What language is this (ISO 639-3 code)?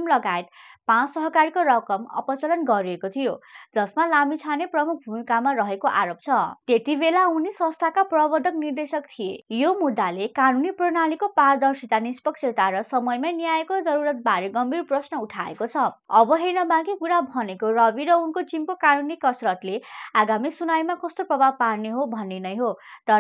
nep